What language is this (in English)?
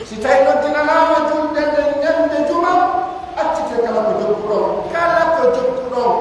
Pular